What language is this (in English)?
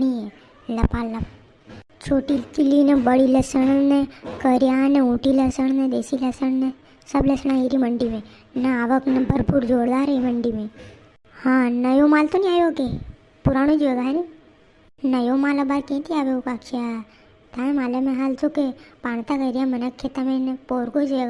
Rajasthani